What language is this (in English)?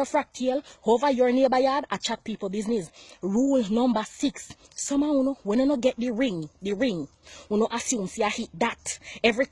Jamaican Creole English